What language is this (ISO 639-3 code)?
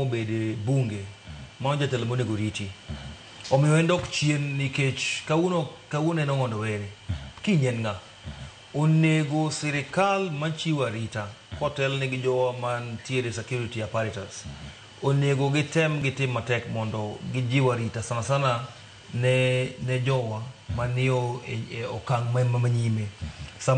luo